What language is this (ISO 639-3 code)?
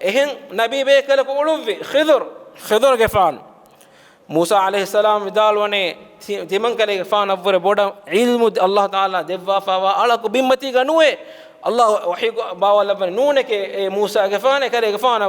div